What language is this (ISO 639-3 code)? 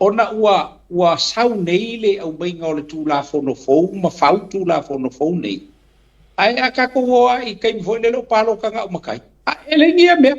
smo